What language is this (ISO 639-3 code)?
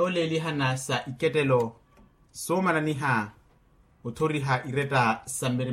vmw